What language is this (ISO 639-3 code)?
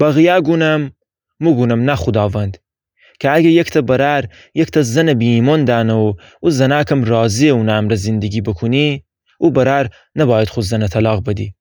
glk